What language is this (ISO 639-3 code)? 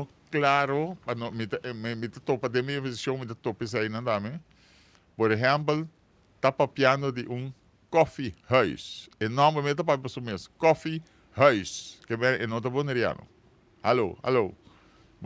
pap